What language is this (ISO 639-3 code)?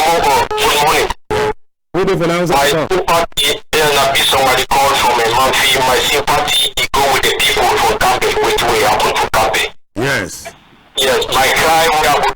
wes